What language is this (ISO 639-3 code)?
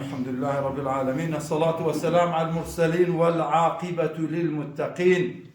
kur